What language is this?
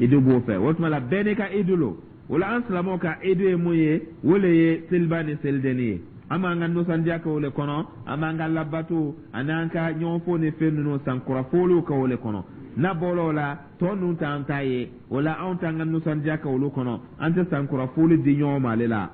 Dyula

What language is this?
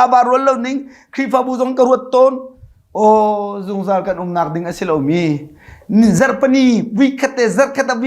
Hakha Chin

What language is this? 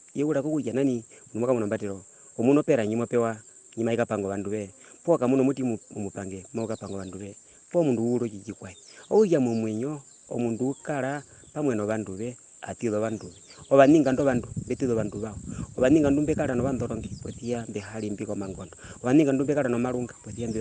Herero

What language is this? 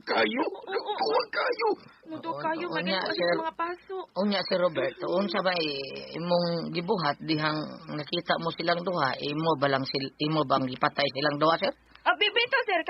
Cebuano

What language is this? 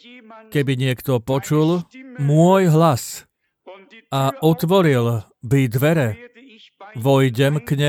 Slovak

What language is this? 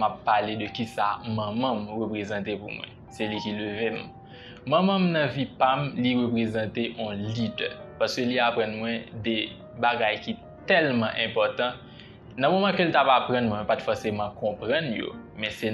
Haitian Creole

